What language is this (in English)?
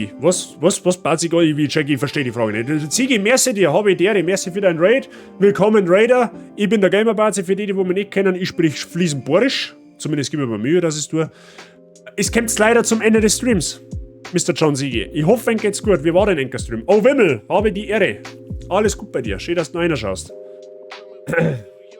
Bavarian